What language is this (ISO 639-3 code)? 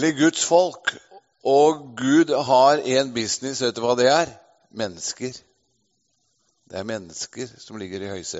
nor